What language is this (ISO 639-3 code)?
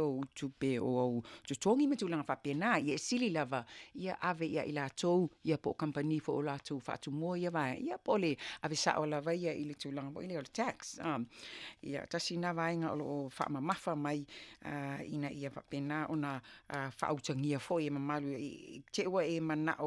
smo